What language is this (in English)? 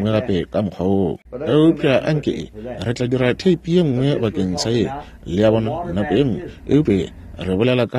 Northern Sotho